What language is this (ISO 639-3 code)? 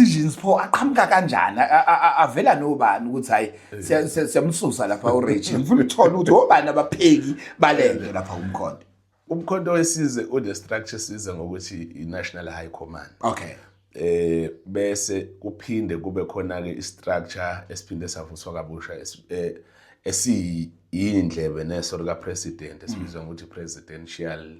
zul